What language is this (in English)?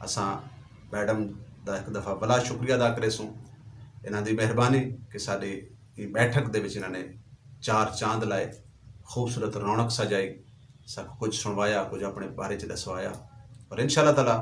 Saraiki